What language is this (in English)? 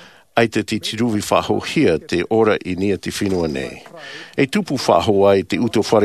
Tahitian